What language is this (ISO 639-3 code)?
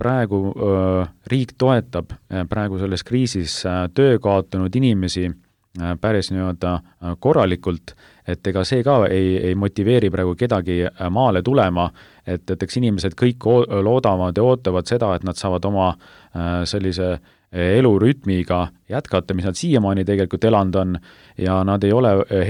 est